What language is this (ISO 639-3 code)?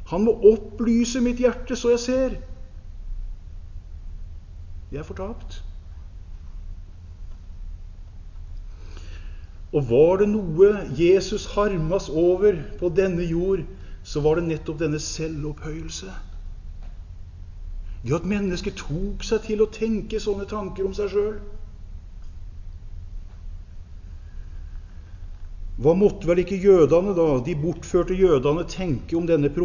nor